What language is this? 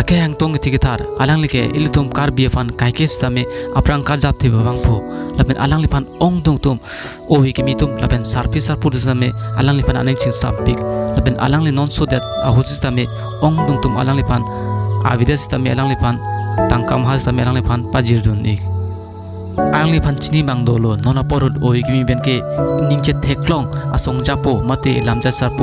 Karbi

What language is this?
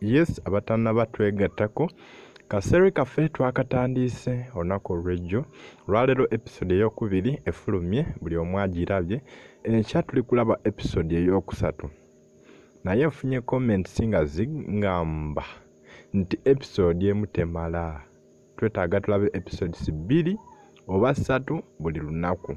Ganda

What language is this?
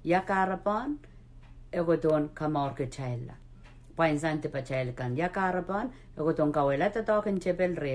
Pohnpeian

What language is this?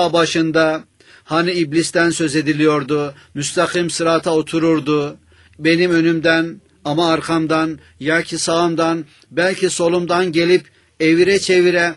Turkish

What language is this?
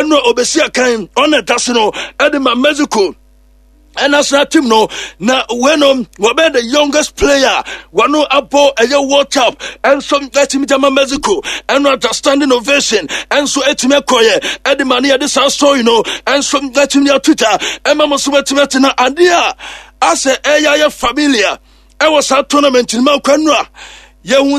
Akan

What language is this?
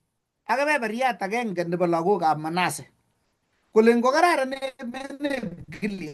Kalenjin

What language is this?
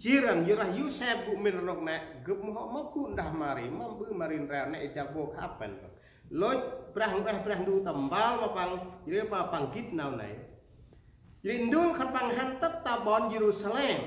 Central Mnong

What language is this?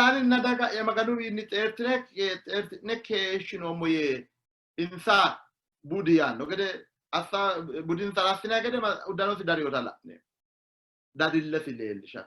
Sidamo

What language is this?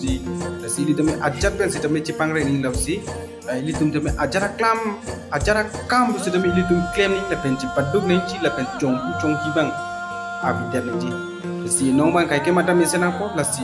Karbi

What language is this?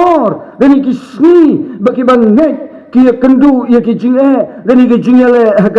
Khasi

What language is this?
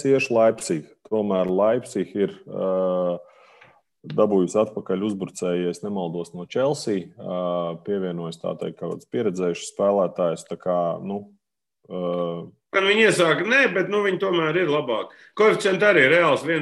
Latvian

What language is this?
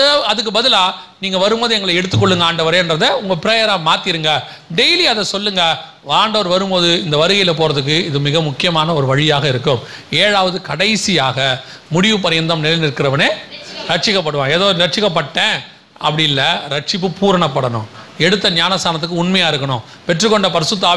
Tamil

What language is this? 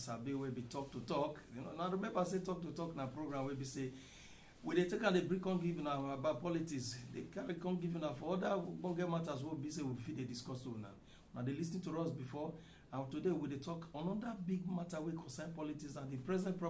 Nigerian Pidgin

